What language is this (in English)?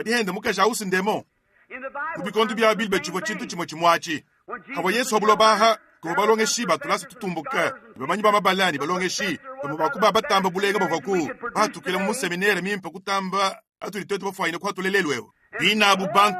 Luba-Lulua